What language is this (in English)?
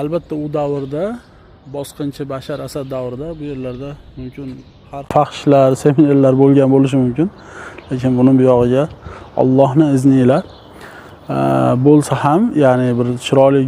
Uzbek